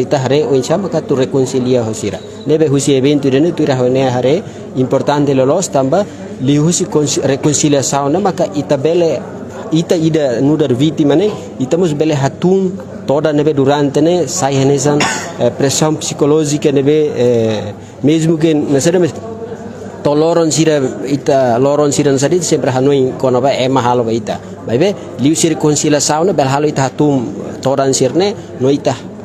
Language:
Tetum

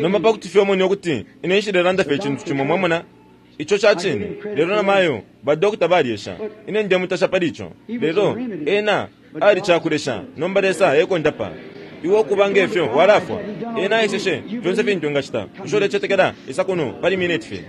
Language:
Bemba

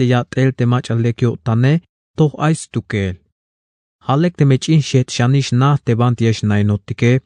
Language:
Tzeltal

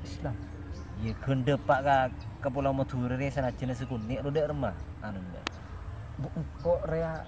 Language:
Madurese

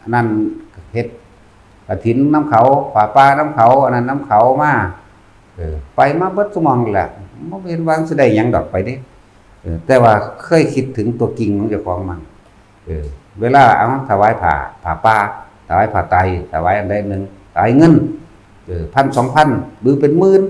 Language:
Northeastern Thai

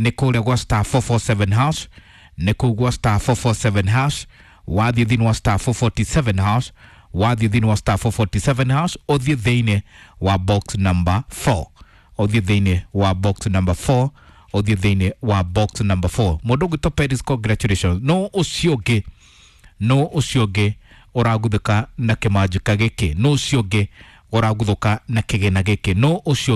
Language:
Kikuyu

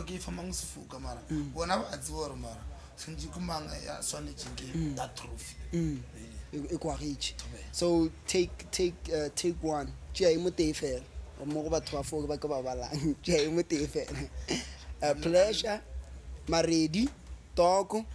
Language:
Northern Sotho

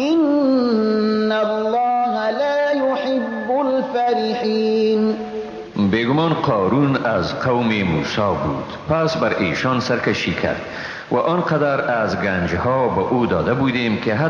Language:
Persian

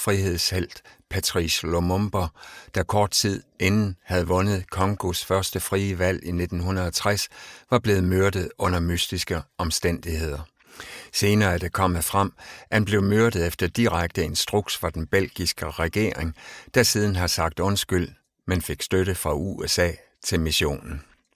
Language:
Danish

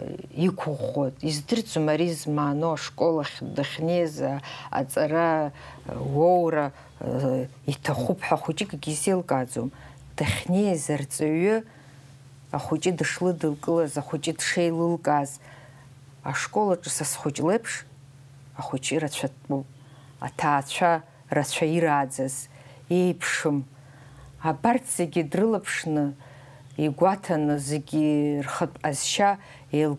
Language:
Abkhazian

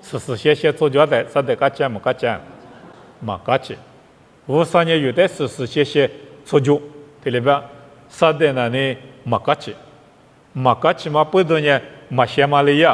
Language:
Lisu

